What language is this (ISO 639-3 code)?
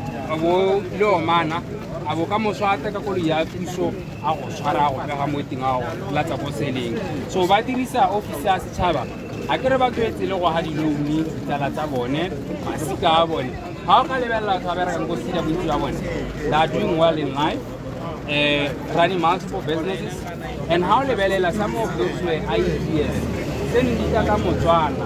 tsn